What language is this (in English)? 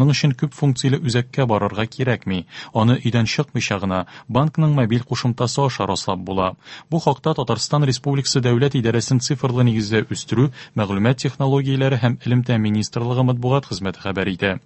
Tatar